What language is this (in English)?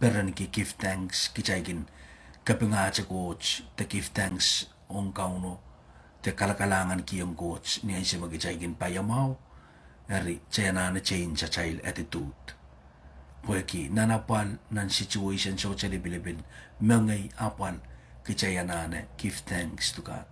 Pohnpeian